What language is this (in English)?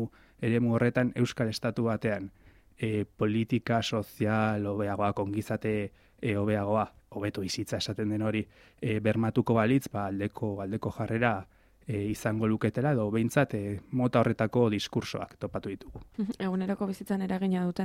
Basque